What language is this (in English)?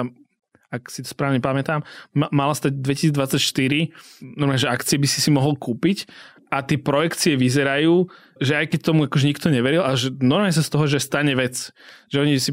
Slovak